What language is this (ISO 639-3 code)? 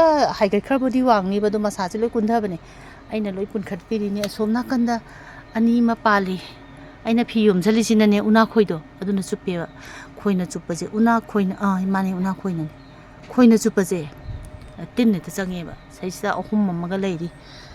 mni